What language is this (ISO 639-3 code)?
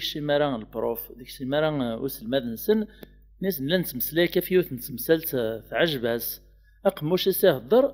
kab